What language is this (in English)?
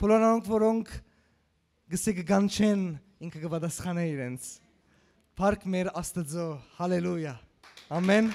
Western Armenian